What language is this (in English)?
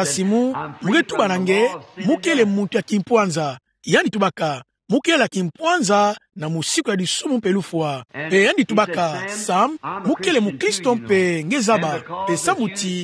Kituba (Democratic Republic of Congo)